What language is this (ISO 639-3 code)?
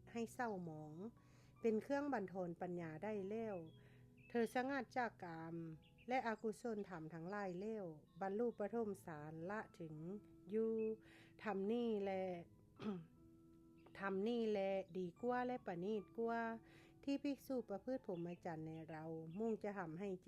lao